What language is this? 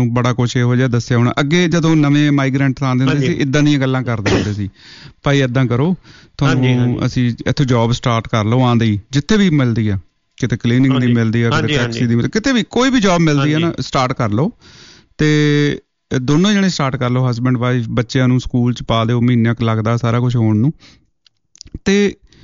Punjabi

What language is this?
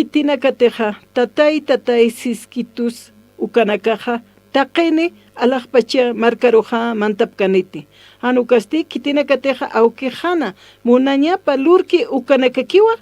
Aymara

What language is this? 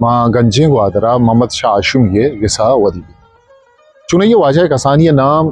Eastern Balochi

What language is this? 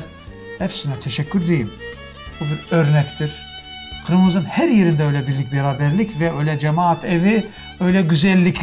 Crimean Tatar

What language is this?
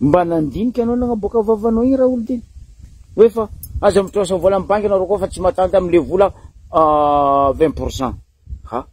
Malagasy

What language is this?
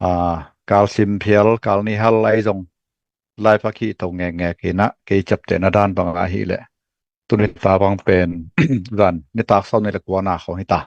Tedim Chin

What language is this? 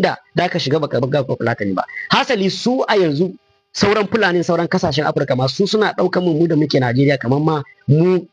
Hausa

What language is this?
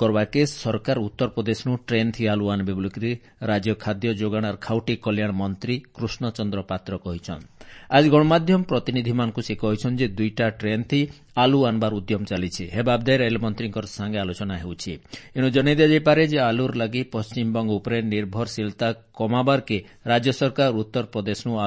Odia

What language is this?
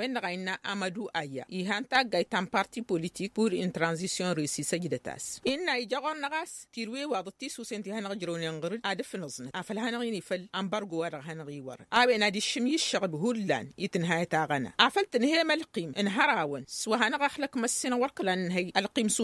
Tamasheq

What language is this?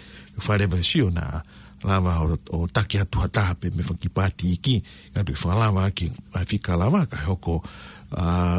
Tongan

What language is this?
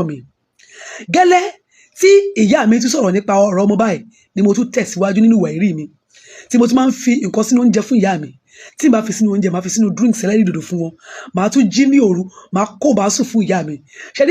Yoruba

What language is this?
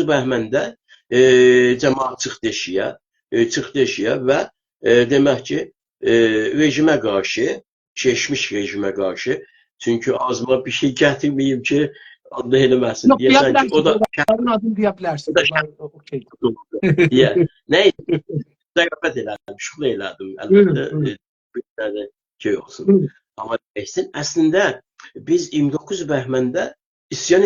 South Azerbaijani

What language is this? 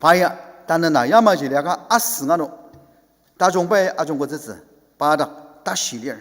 Ao Naga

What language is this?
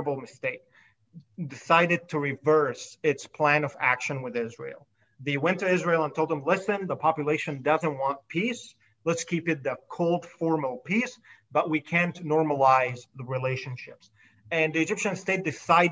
English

